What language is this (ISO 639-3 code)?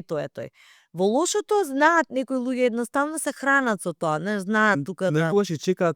mkd